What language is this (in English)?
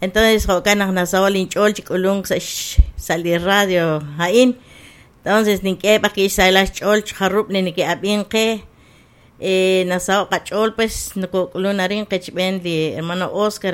Kekchí